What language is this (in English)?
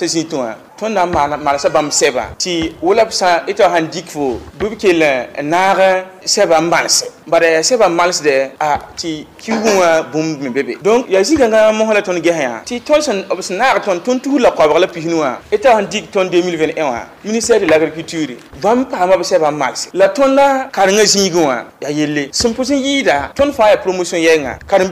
Mossi